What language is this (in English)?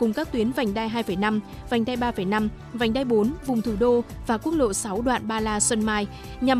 Vietnamese